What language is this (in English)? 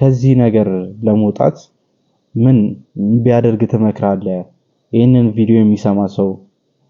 Amharic